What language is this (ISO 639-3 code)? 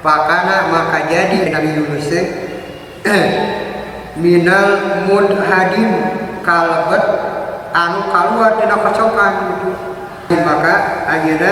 sun